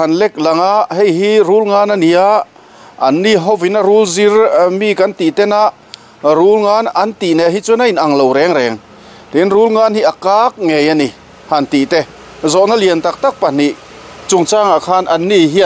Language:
Mizo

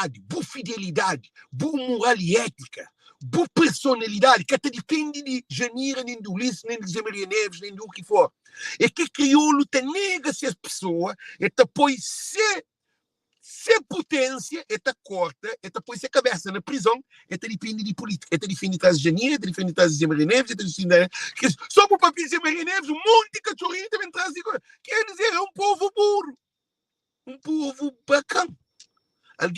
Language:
Kabuverdianu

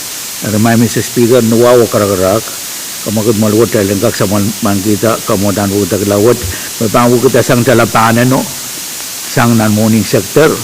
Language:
Pohnpeian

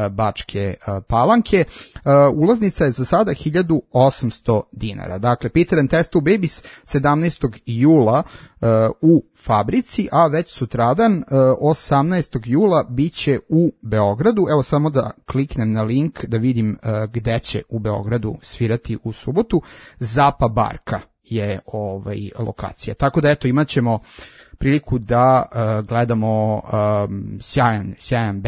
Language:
Serbian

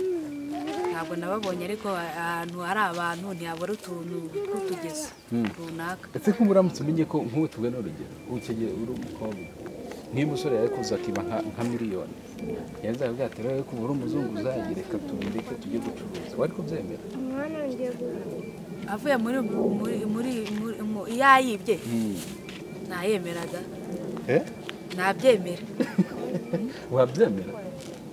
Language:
Kinyarwanda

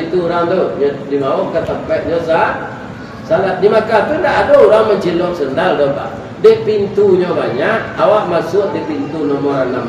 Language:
Minangkabau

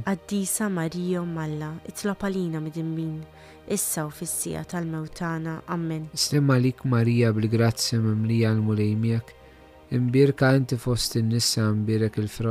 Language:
Maltese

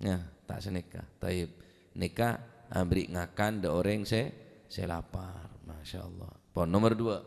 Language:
Madurese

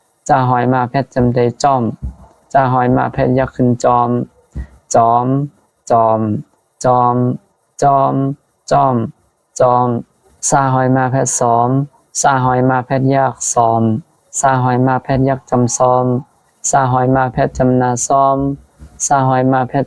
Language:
Shan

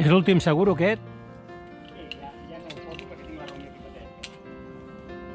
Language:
Catalan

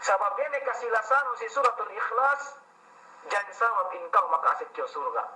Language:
Yakan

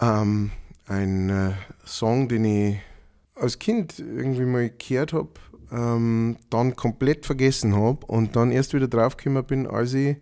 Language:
Bavarian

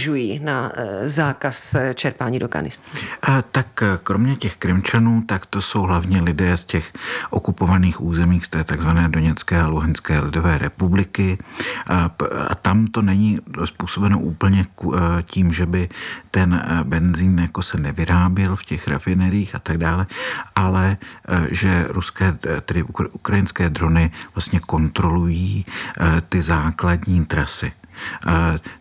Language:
Czech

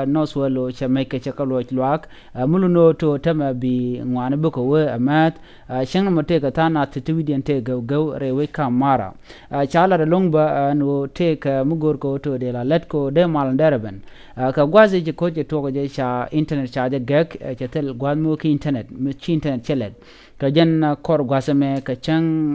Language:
Nuer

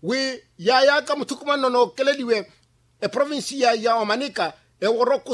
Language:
Makhuwa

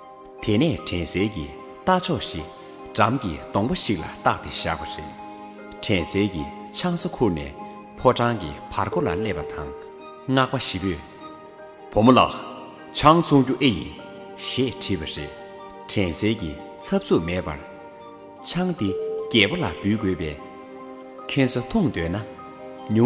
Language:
Tibetan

